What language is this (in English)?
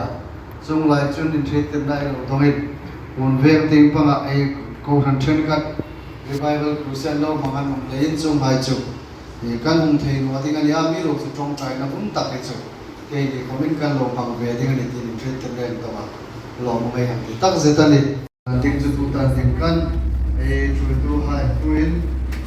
Hmar